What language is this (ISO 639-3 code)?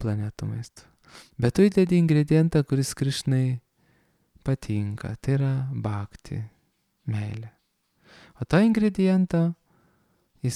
lit